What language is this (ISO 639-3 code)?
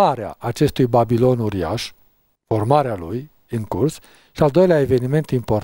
ron